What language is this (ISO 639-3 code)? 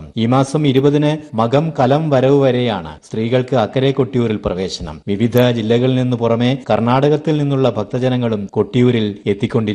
mal